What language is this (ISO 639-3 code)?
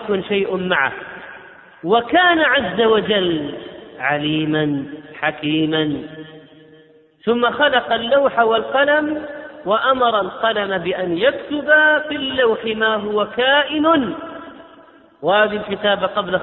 ara